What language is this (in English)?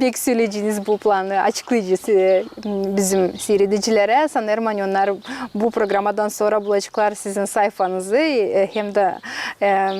Gagauz